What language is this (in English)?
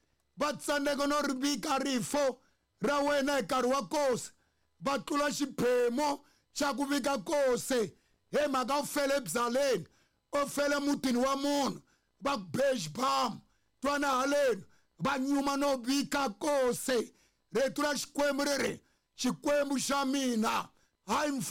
Tsonga